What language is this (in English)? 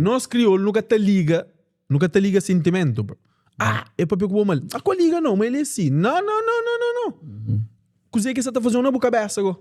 Kabuverdianu